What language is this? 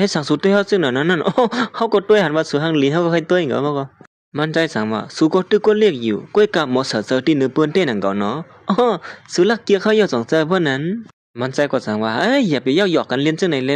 Shan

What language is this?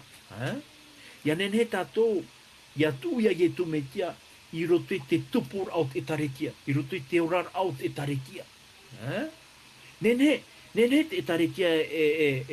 Tahitian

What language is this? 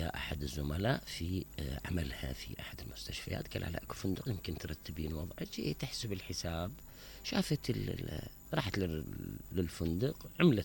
Mesopotamian Arabic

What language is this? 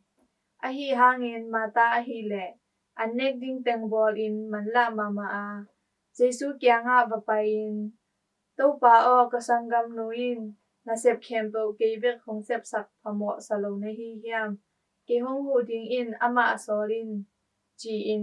Tedim Chin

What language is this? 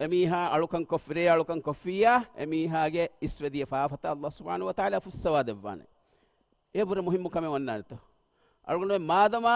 Divehi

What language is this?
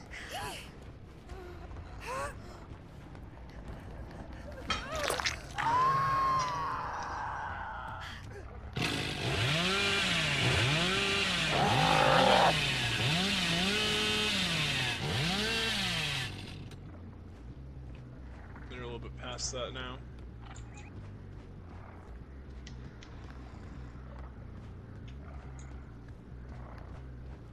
English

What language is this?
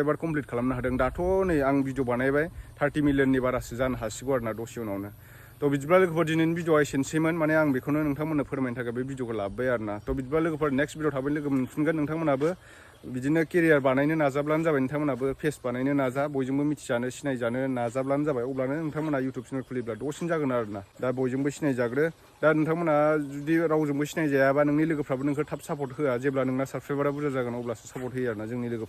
Bodo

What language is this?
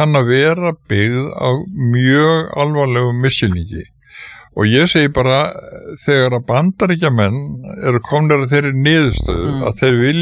Icelandic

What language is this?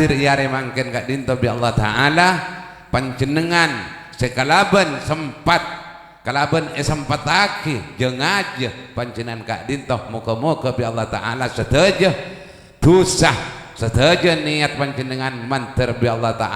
Madurese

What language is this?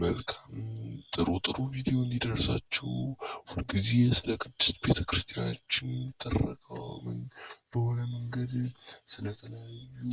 Amharic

